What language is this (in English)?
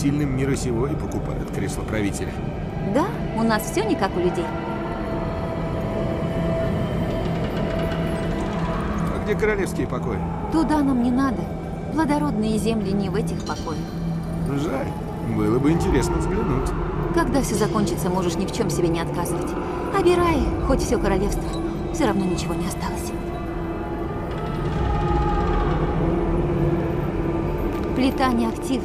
Russian